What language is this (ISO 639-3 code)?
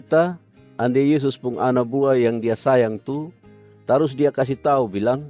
mkn